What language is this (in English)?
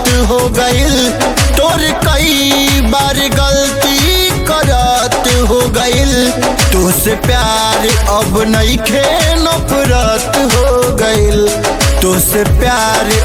Bhojpuri